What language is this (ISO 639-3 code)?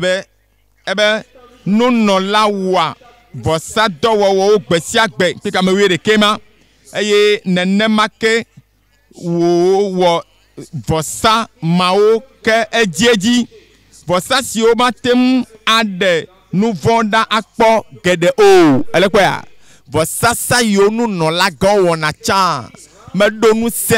ewe